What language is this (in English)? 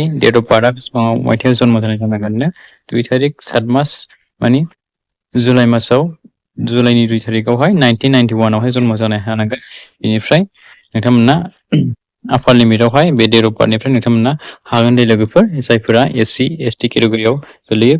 Bodo